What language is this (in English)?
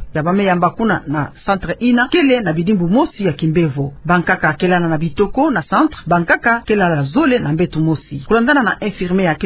Kituba (Democratic Republic of Congo)